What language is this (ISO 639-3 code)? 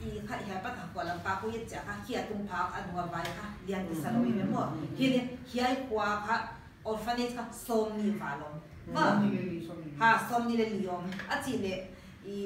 pck